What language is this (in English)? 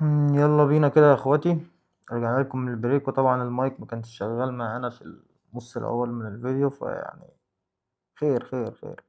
Egyptian Arabic